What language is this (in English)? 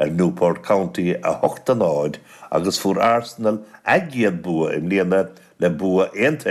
Irish